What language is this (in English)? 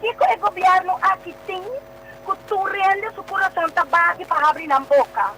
Papiamento